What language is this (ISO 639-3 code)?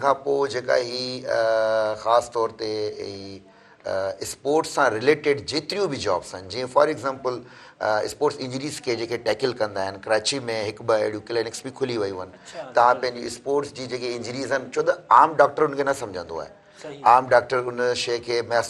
snd